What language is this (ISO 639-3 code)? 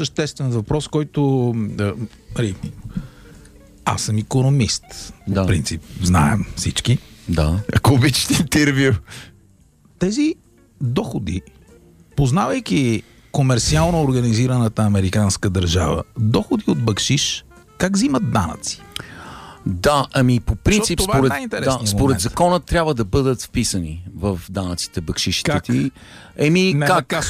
bul